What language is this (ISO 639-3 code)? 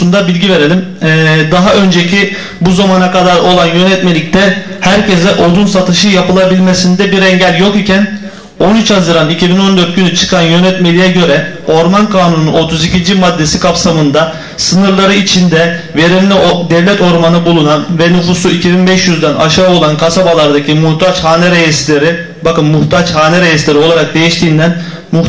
tur